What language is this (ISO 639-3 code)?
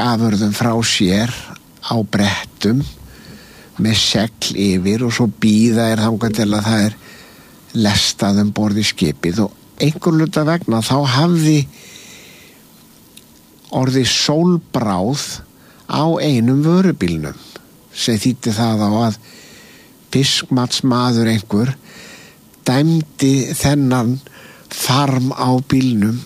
isl